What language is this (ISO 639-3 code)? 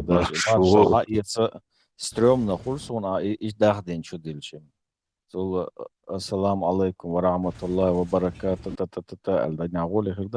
che